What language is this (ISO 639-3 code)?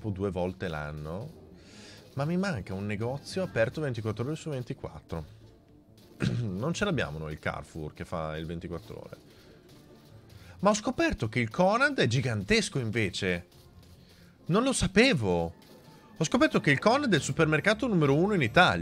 ita